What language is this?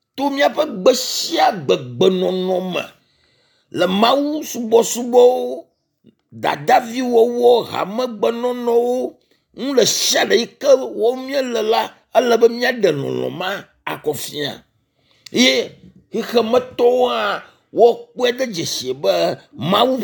Ewe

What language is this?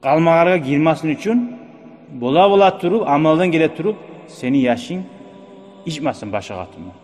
Kumyk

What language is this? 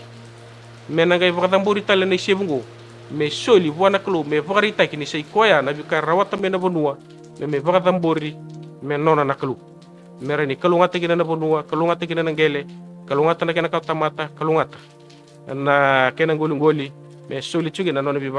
Fijian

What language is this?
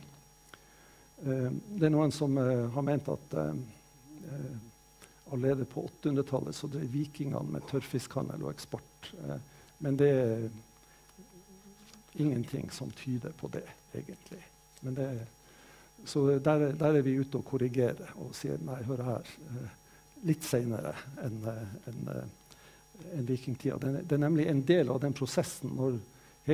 Norwegian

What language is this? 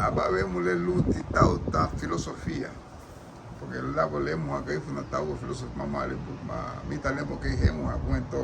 Garifuna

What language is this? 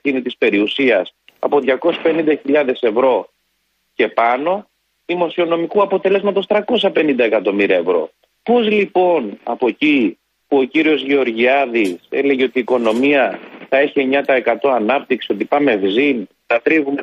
Greek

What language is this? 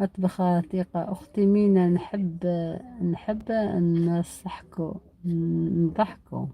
Algerian Arabic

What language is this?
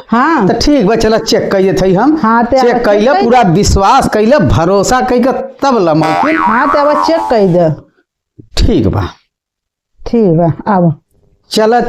Bhojpuri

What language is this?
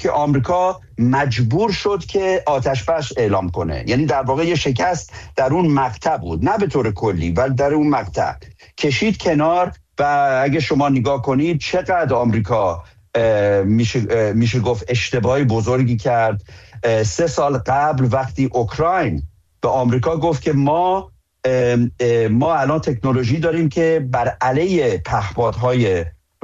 Persian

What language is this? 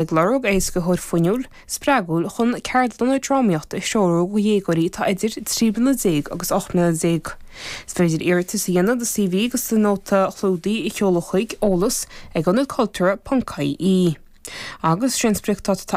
Irish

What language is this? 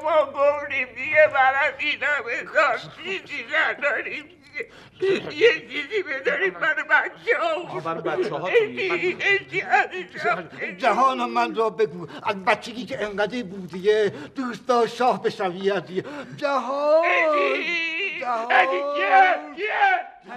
Persian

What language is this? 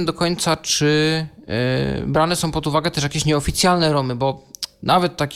Polish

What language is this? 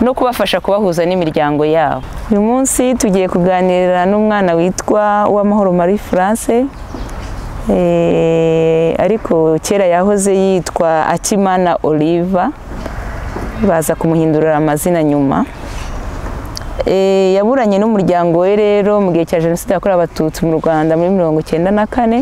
Kinyarwanda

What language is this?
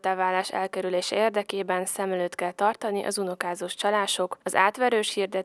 Hungarian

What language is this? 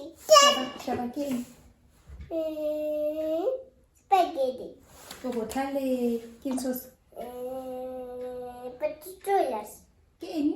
Tswana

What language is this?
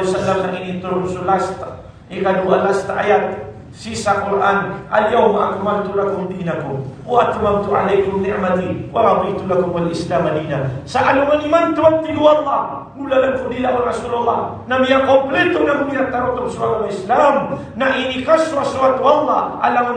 Maranao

